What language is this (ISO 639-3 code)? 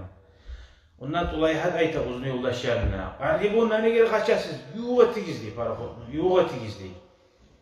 kum